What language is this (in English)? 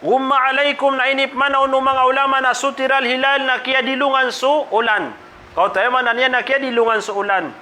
Maranao